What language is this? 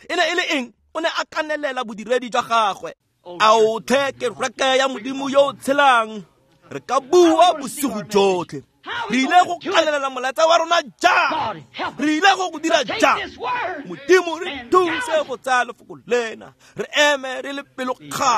Tswana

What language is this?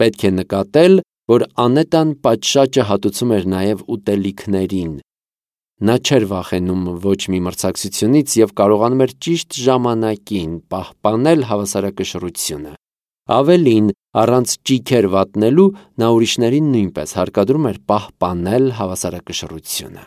Armenian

